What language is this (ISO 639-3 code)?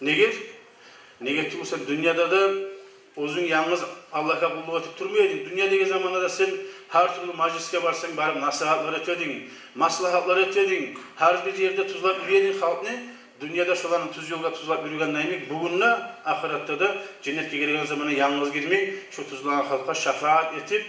kum